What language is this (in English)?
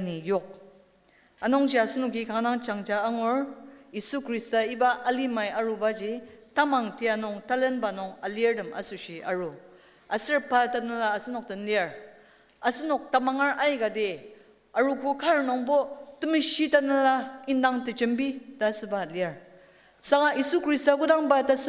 Ao Naga